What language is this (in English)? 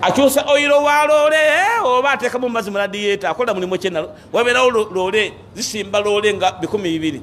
Ganda